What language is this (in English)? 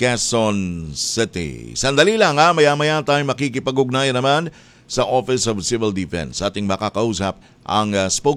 Filipino